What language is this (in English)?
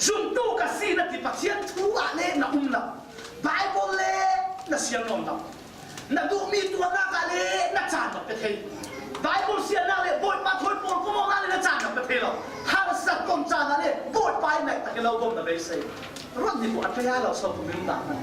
Falam Chin